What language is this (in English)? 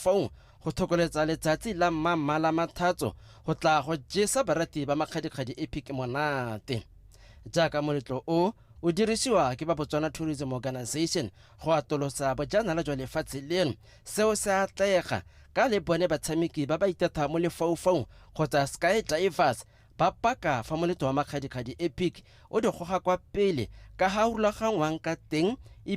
Tswana